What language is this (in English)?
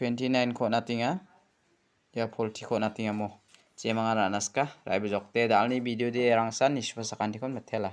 Garo